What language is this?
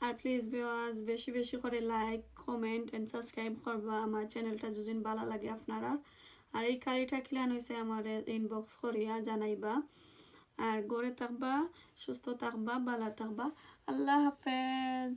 Sylheti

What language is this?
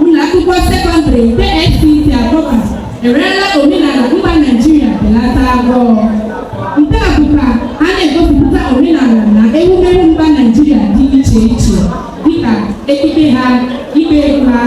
Igbo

